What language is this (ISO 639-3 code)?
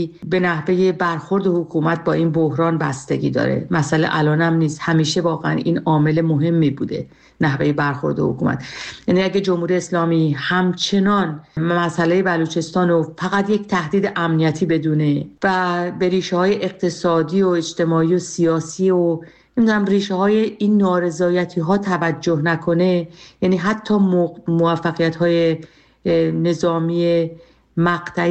fas